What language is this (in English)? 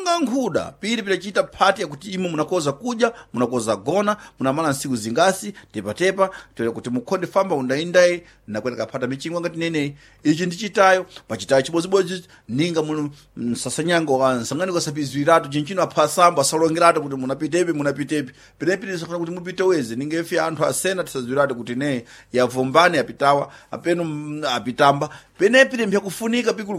Sena